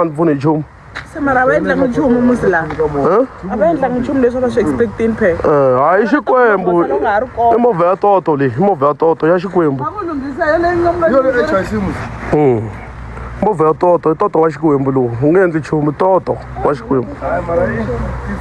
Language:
Tsonga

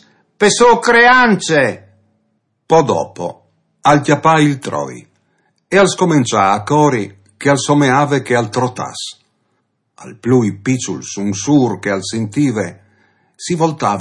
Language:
Friulian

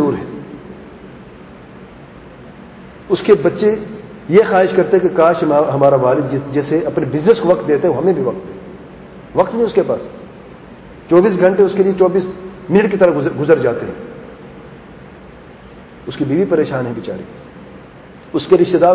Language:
Urdu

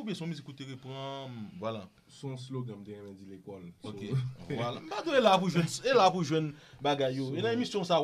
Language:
Haitian Creole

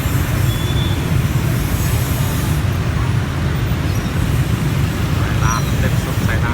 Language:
Lao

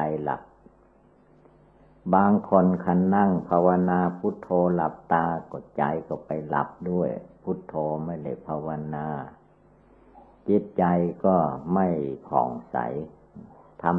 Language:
Thai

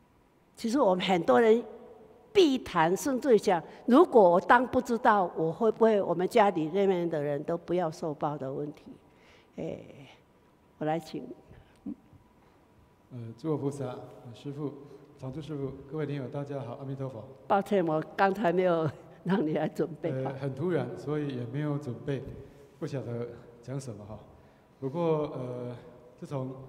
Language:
Chinese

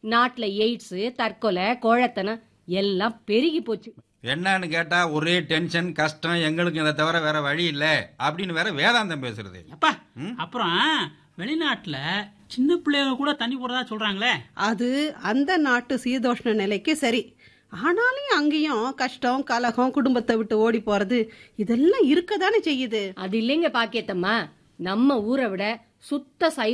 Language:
Tamil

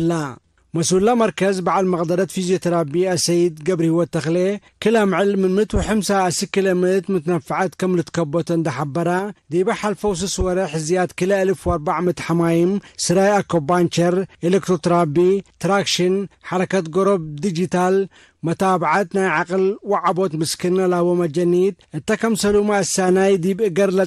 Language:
Tigre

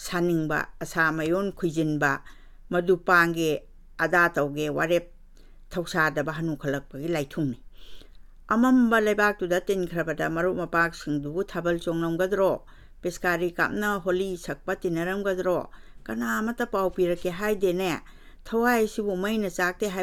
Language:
Manipuri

